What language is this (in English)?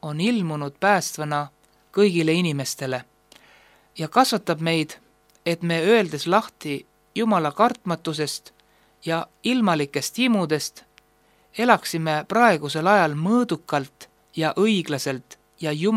Estonian